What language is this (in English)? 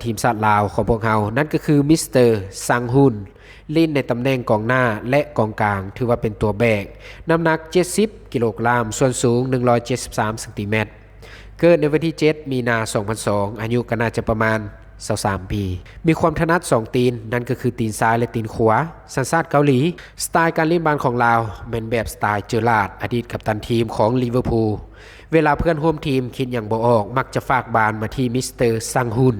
Lao